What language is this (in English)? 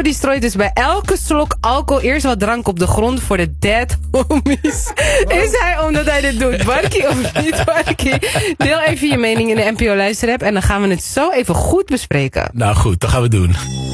Dutch